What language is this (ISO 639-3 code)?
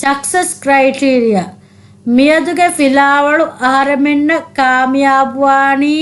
div